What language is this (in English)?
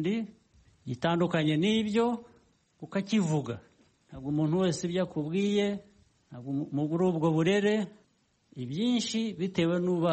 Kinyarwanda